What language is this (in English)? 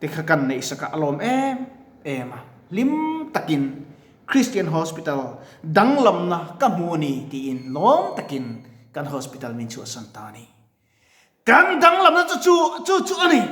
Mizo